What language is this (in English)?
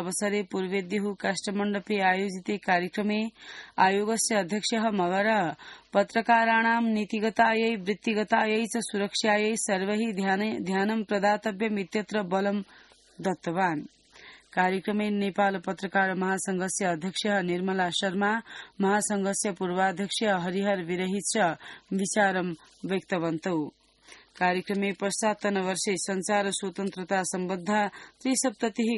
Sanskrit